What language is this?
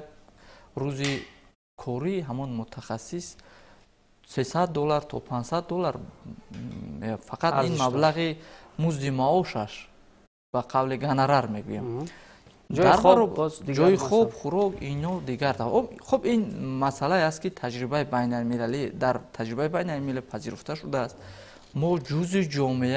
Tajik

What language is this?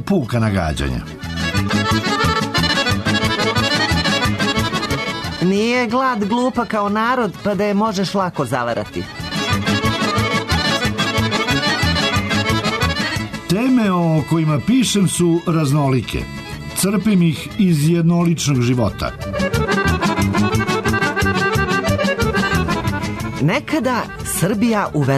Serbian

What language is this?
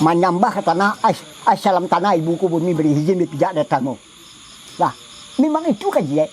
Minangkabau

